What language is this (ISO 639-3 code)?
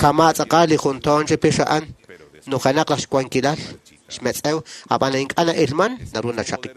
kek